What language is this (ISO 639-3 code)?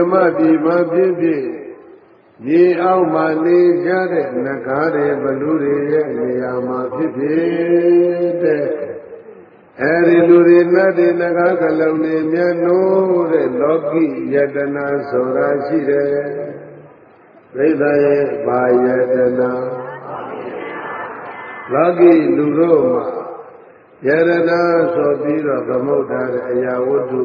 mya